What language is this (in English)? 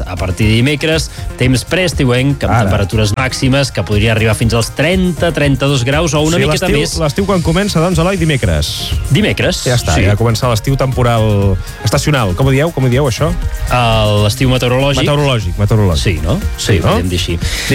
Catalan